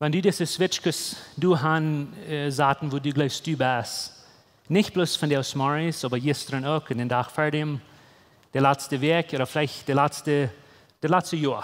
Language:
Plautdietsch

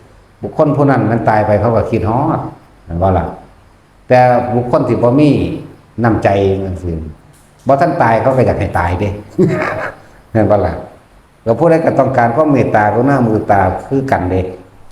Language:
Lao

